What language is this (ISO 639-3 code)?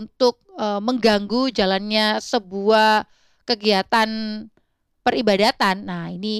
ind